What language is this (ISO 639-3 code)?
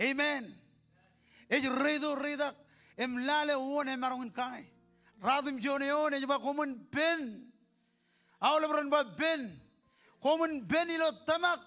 mah